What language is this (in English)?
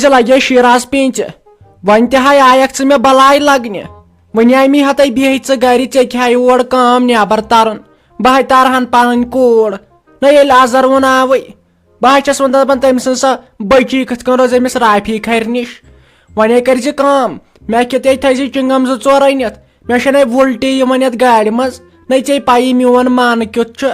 Kashmiri